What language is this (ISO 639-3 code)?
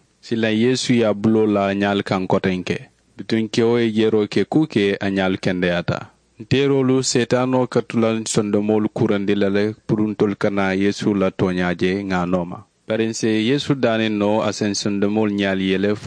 man